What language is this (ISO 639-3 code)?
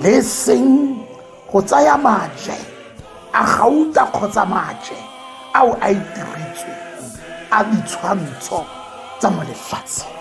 tsn